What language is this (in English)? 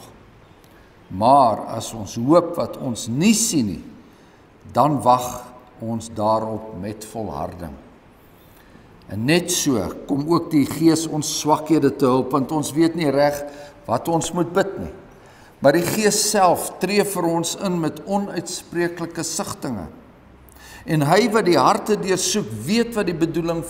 Afrikaans